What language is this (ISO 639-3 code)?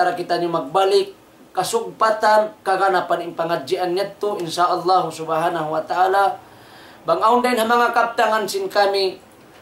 tsg